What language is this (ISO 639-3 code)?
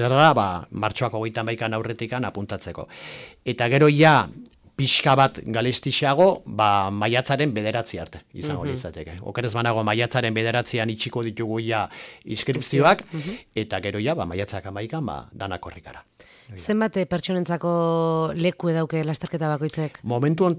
eus